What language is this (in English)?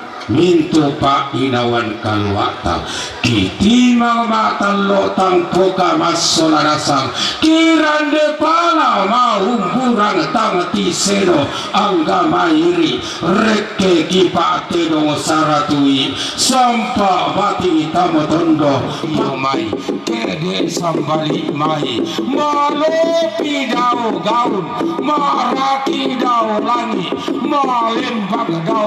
Toraja-Sa'dan